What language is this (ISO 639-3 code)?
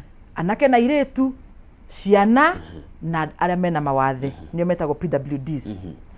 kik